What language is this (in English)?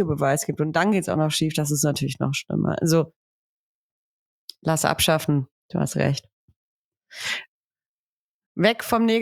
German